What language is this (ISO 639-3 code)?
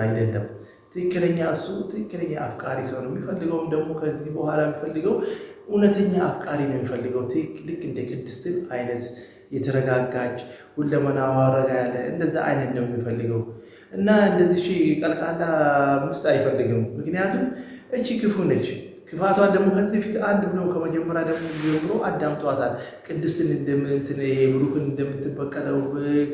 amh